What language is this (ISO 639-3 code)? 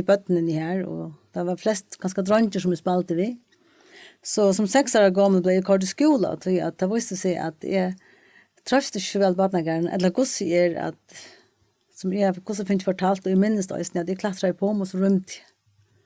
fao